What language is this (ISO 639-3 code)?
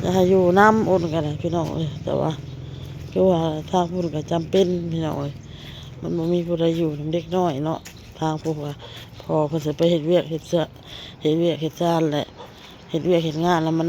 tts